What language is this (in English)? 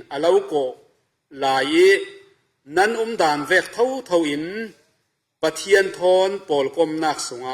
Falam Chin